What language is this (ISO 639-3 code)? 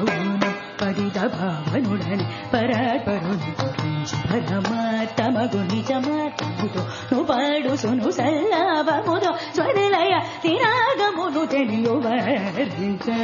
tel